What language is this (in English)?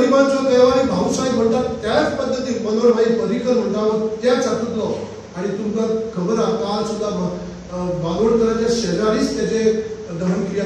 Konkani